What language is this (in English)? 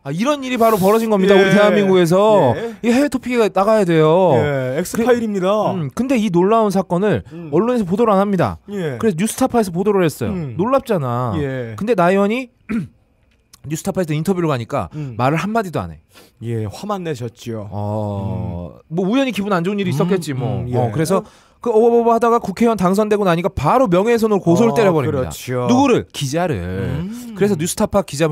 Korean